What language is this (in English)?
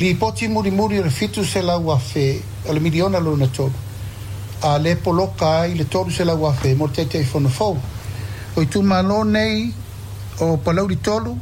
Samoan